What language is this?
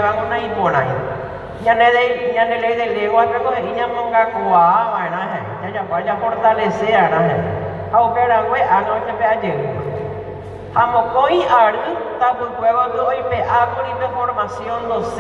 Guarani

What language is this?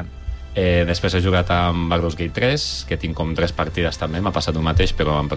Catalan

